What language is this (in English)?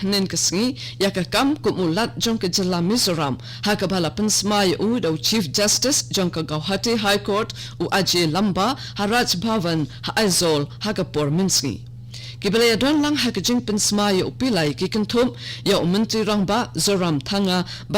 Khasi